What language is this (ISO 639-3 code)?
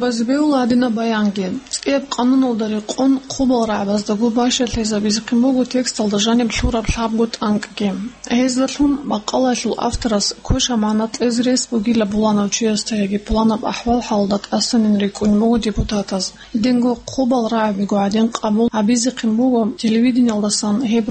ava